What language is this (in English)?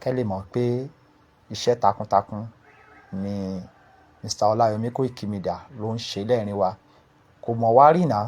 Yoruba